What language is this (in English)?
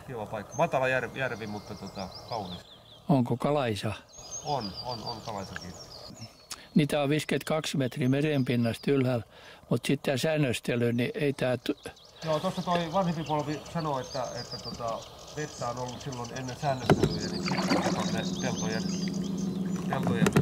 Finnish